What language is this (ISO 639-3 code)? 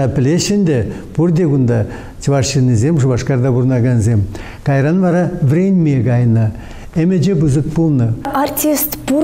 chv